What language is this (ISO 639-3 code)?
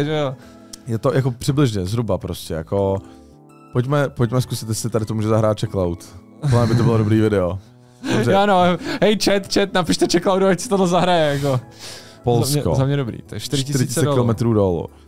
ces